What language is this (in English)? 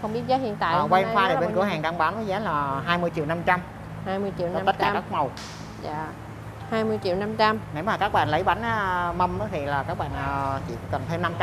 Vietnamese